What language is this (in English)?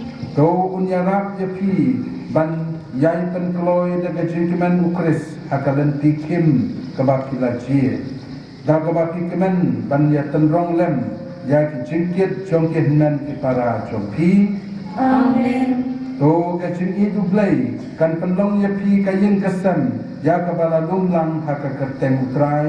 Khasi